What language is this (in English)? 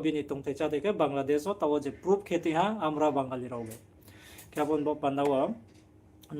Riang (India)